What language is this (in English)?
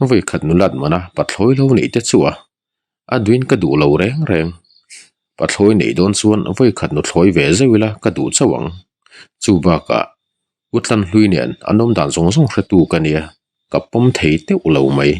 Mizo